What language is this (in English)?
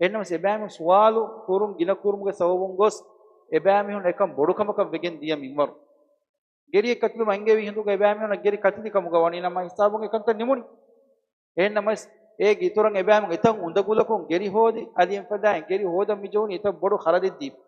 Divehi